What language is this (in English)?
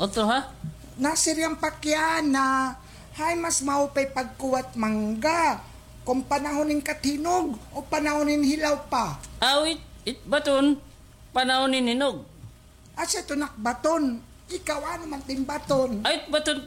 Waray